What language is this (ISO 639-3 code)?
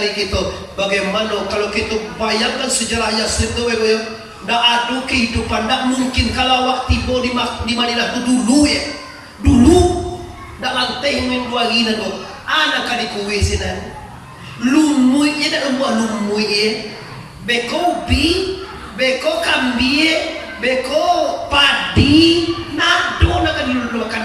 min